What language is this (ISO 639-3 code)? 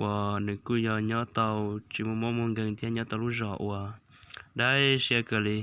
hmn